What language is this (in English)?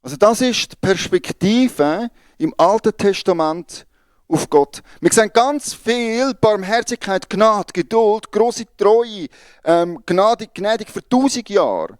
Swiss German